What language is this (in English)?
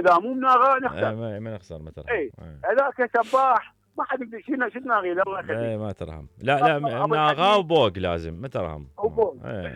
Mesopotamian Arabic